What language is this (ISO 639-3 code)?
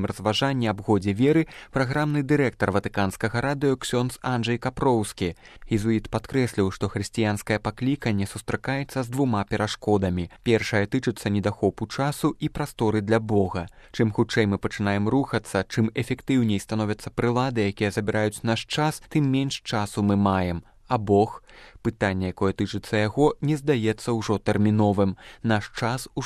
bel